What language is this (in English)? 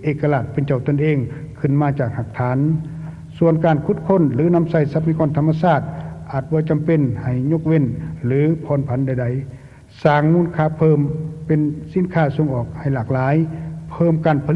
Lao